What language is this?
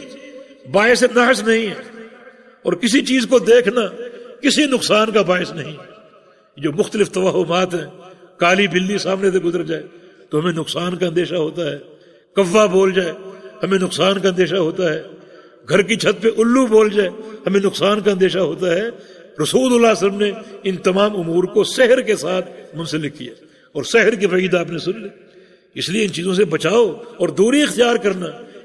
Urdu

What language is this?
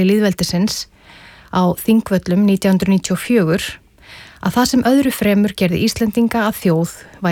Icelandic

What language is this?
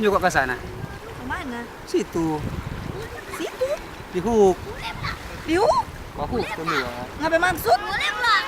Manado Malay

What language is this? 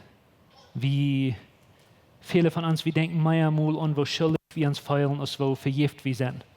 Plautdietsch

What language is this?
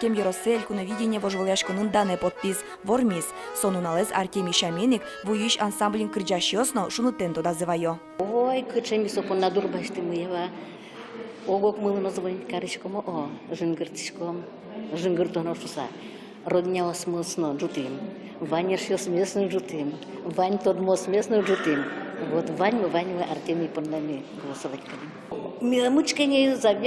Udmurt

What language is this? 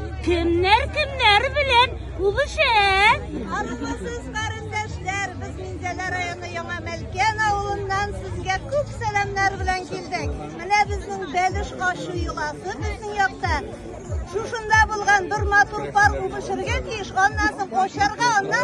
Tatar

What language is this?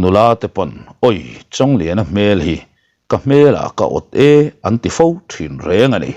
Mizo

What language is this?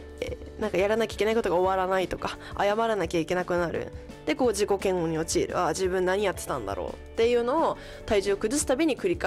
Japanese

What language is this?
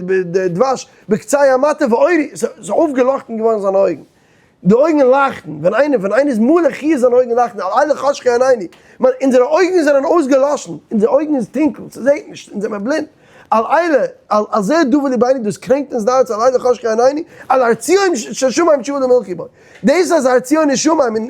Yiddish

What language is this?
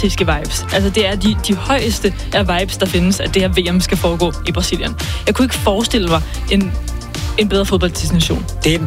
Danish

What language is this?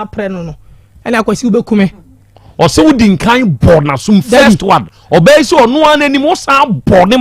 Akan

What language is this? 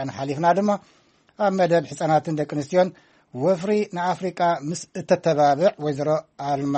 Tigrinya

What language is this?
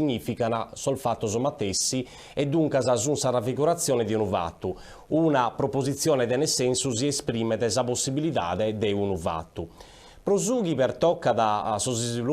Sardinian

